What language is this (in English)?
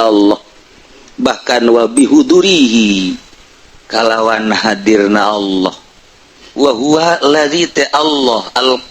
Sundanese